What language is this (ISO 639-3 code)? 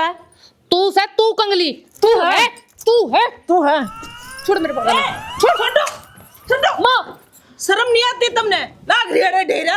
bgc